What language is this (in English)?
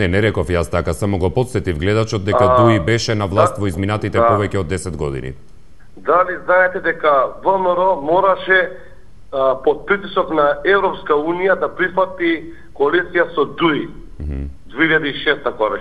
Macedonian